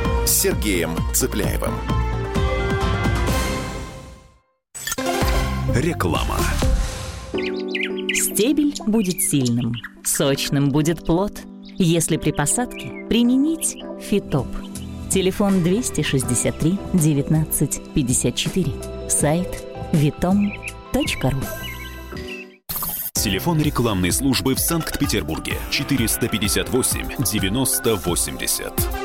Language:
Russian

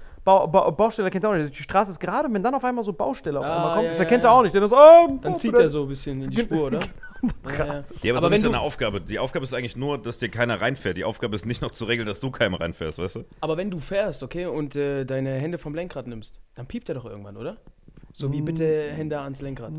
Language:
German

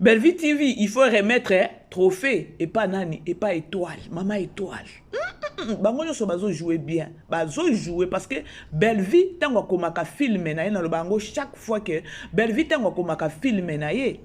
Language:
Lingala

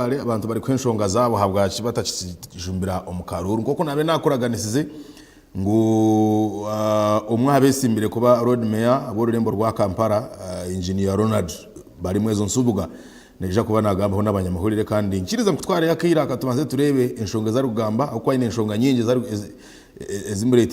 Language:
Nyankole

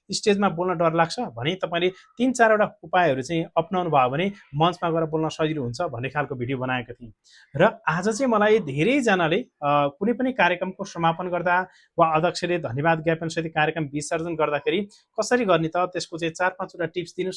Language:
Nepali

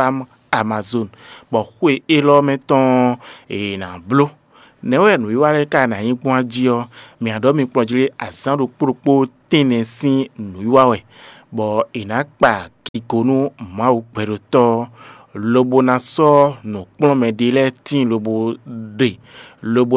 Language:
Fon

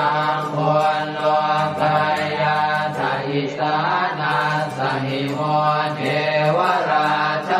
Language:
Pali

